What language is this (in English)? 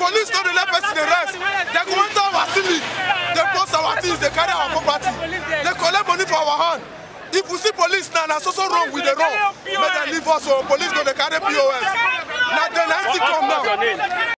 Nigerian Pidgin